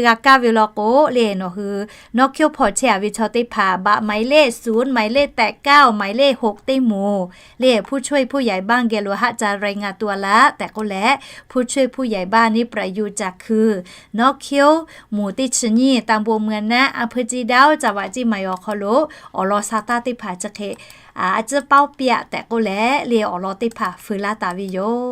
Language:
Lahu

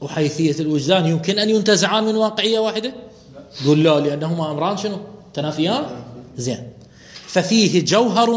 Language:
Mesopotamian Arabic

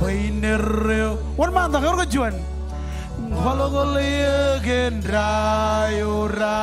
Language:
Marshallese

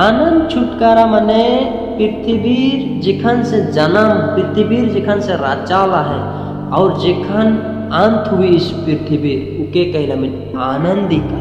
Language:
Sadri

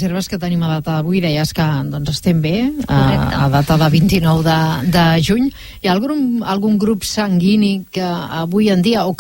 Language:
Catalan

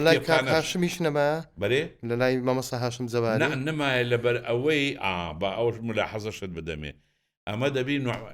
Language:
Central Kurdish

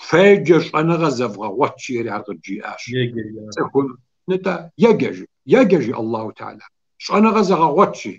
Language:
Kabardian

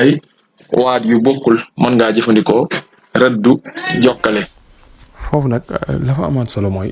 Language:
Wolof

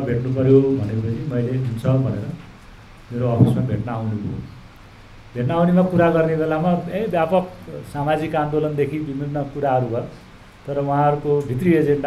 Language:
Nepali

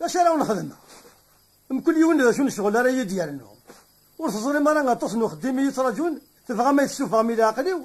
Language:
Kabyle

